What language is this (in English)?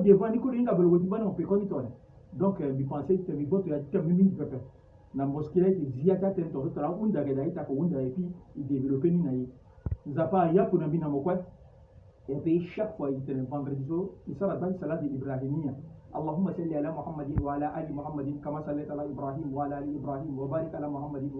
Sango